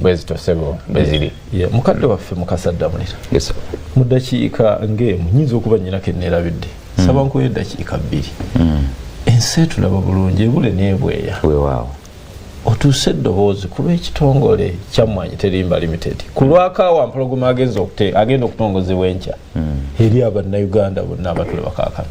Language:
Ganda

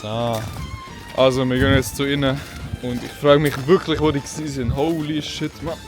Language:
Swiss German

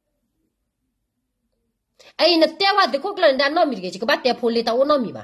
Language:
S'gaw Karen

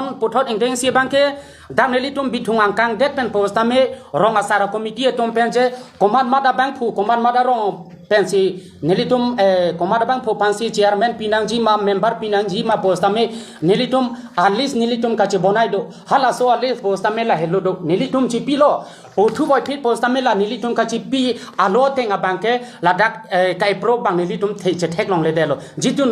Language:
Karbi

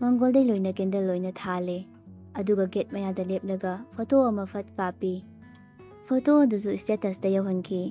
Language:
Manipuri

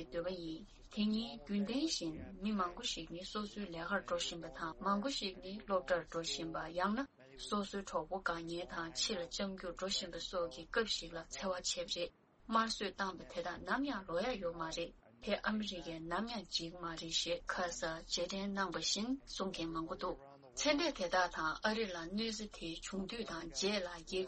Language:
Tibetan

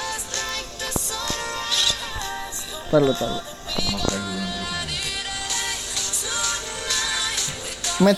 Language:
Indonesian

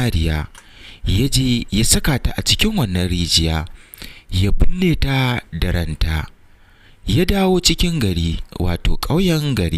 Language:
Hausa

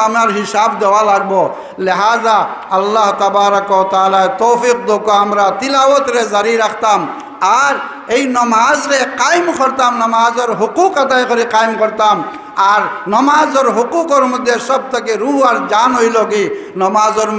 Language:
Sylheti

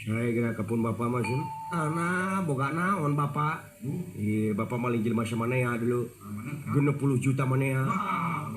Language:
Sundanese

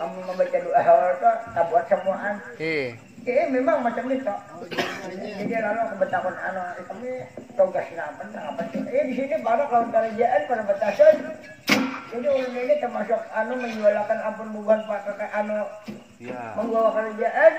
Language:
Banjar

